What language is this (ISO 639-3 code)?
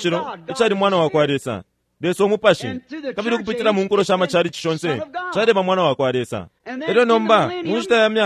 bem